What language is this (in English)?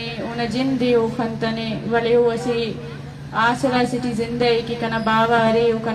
Eastern Balochi